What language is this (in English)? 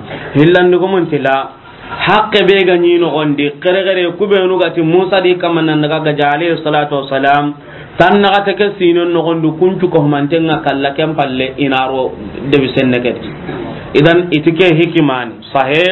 Soninke